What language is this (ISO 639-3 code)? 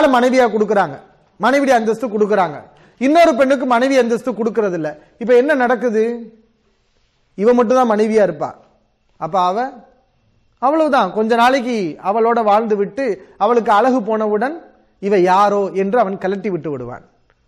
tam